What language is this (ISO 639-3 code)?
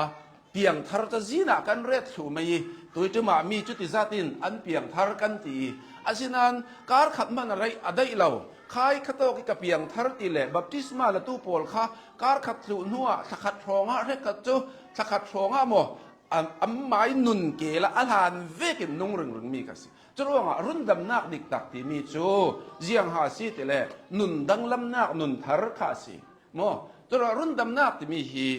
cnh